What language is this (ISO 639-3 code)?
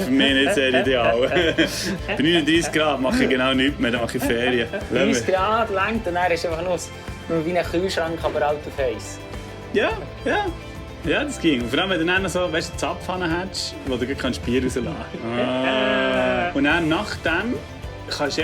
gsw